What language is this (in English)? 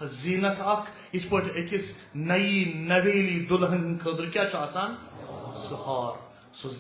Kashmiri